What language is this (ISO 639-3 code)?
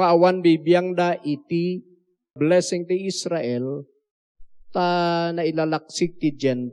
ilo